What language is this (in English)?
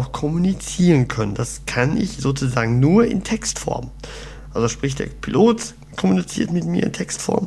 German